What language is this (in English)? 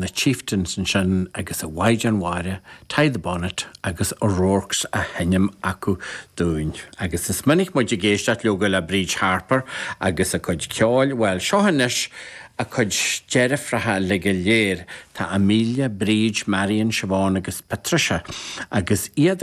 Irish